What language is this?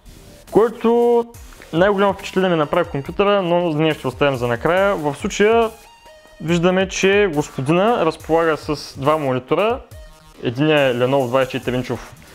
Bulgarian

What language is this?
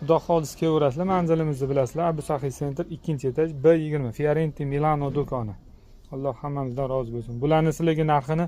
Uzbek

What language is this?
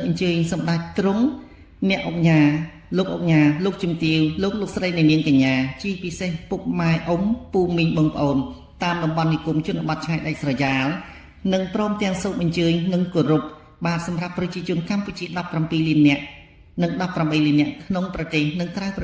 Khmer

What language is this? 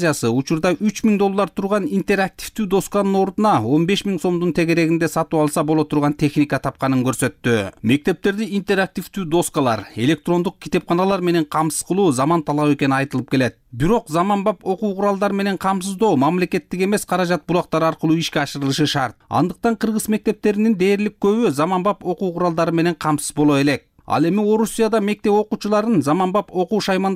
Kyrgyz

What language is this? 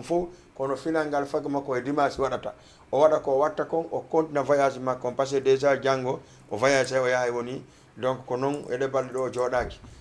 Fula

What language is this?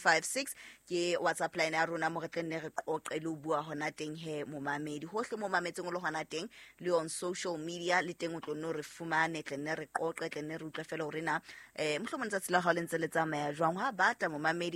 Southern Sotho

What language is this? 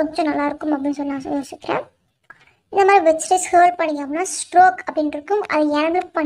Tamil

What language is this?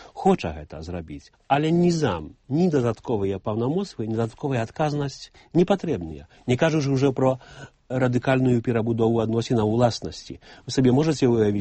Belarusian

